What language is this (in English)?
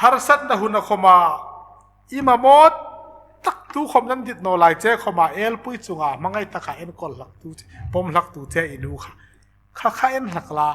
Hmar